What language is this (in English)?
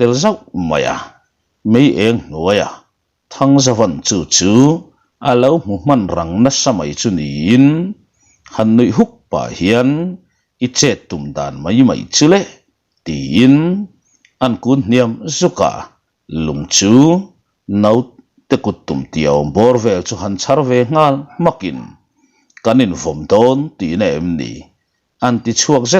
Mizo